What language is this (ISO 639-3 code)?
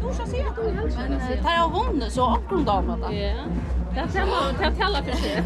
fao